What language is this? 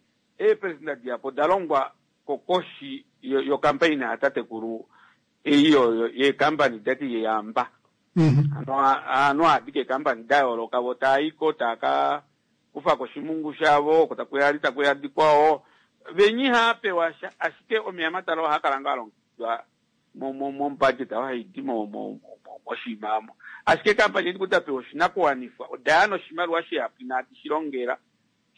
Kuanyama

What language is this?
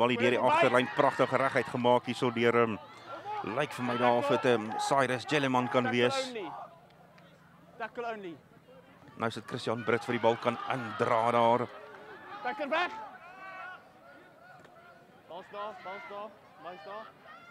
Afrikaans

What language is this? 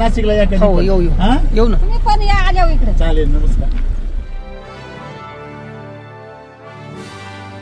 Marathi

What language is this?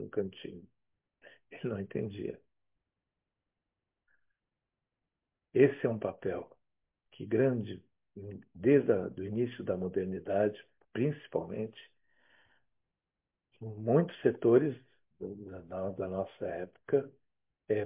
Portuguese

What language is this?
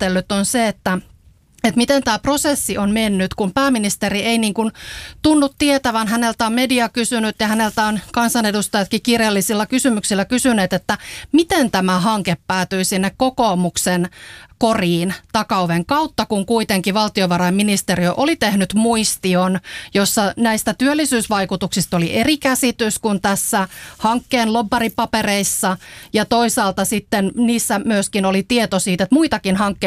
Finnish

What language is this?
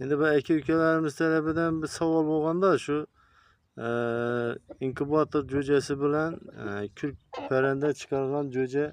Uzbek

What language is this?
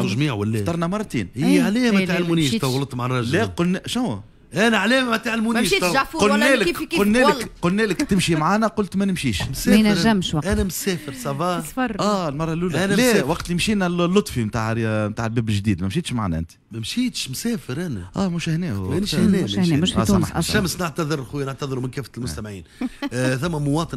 Tunisian Arabic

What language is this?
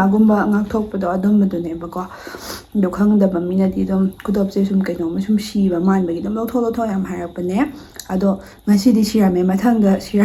Manipuri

